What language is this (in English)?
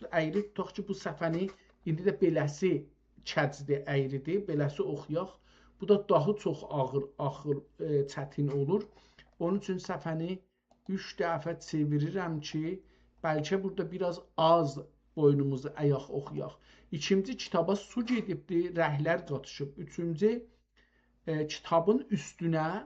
South Azerbaijani